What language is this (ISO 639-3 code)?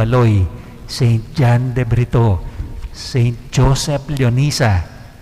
pam